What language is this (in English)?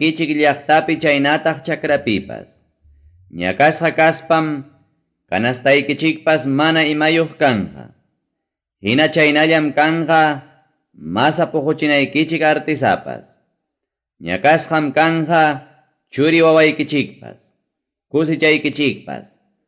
Ayacucho Quechua